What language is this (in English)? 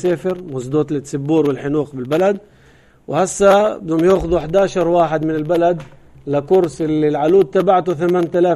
North Levantine Arabic